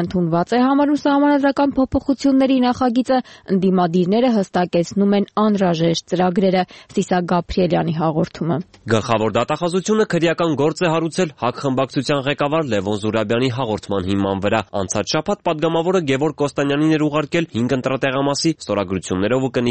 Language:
Armenian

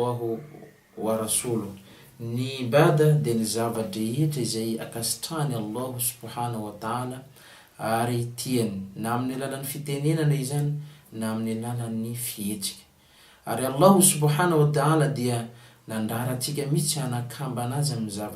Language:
Malagasy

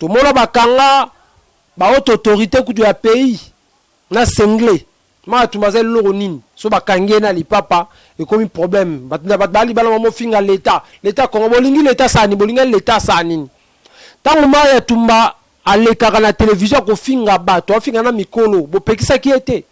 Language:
Lingala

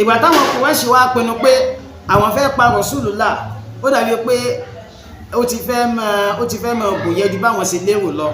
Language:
Yoruba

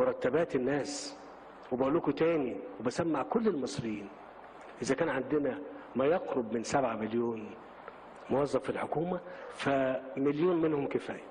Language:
Egyptian Arabic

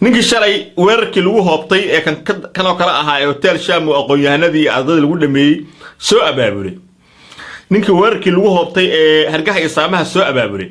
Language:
Somali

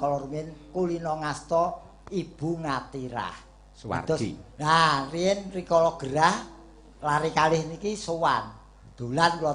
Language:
Javanese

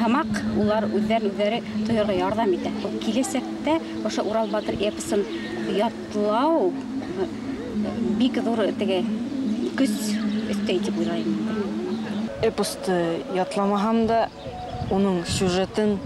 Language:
Bashkir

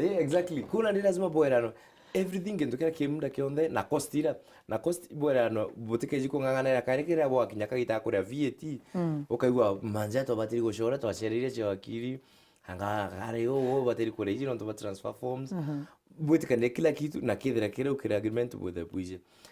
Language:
Meru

